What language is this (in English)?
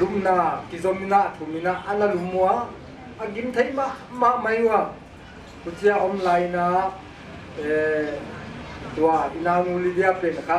Paite Chin